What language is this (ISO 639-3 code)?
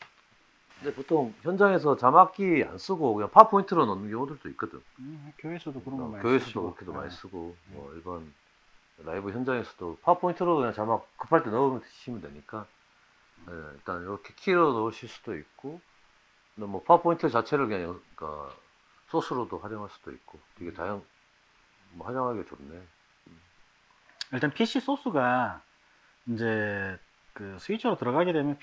kor